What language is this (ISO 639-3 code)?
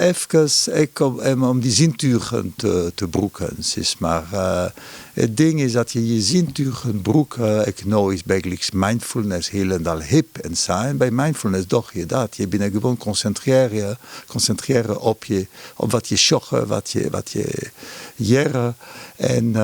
fry